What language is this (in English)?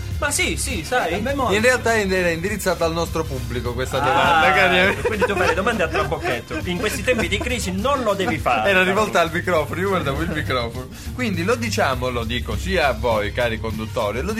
Italian